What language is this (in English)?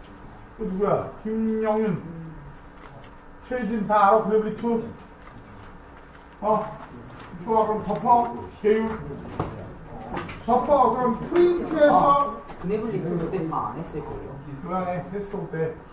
Korean